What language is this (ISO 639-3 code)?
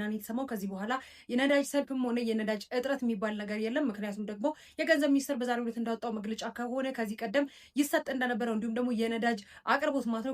amh